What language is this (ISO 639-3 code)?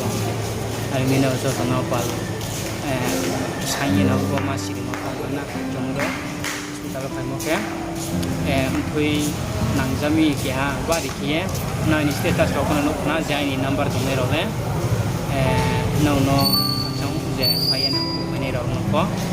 ria